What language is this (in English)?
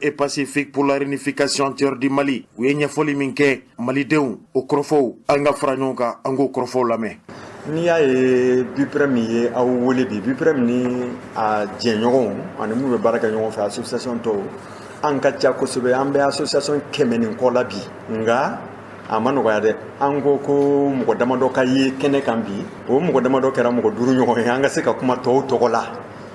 Bambara